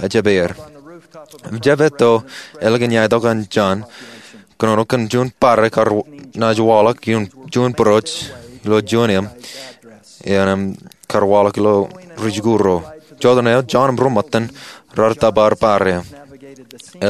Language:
Marshallese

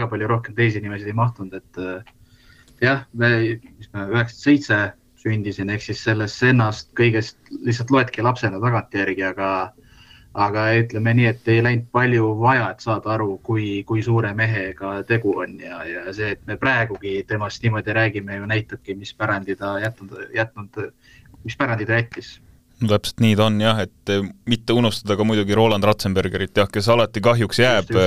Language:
Estonian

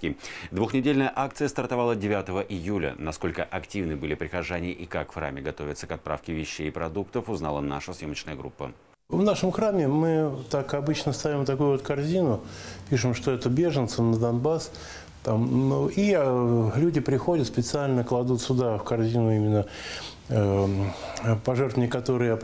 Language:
Russian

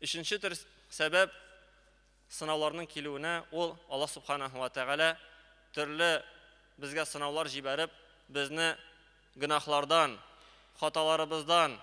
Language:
Tatar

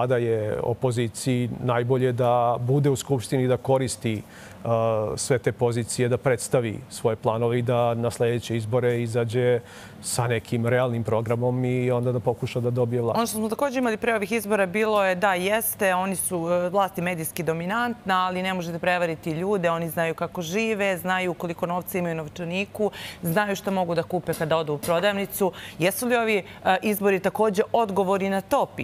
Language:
Serbian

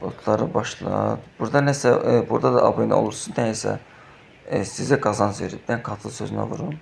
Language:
Azerbaijani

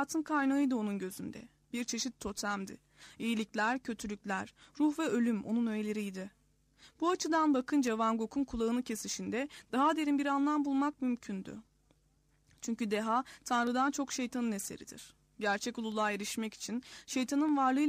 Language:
Turkish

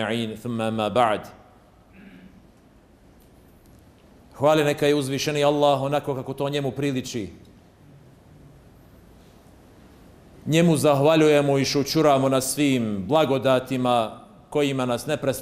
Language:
Bosnian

